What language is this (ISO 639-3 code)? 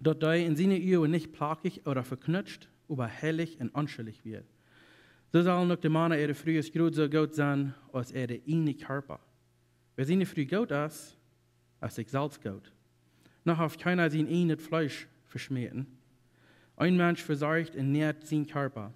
pdt